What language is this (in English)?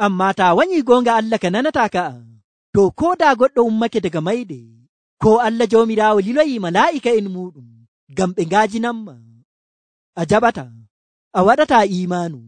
Nigerian Fulfulde